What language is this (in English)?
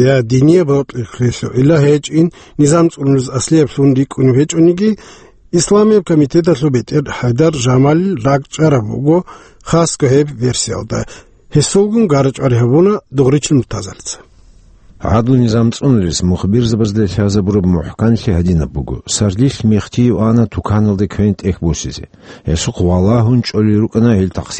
Avaric